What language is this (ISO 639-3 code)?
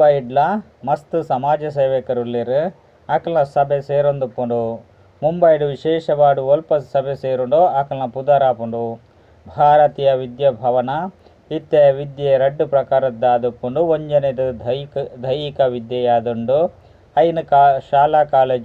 tcy